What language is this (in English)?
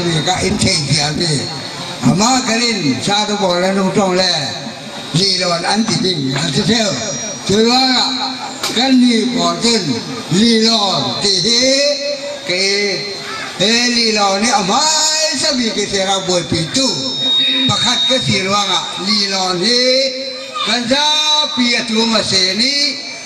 Falam Chin